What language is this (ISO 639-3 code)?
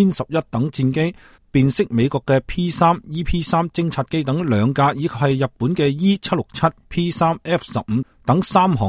yue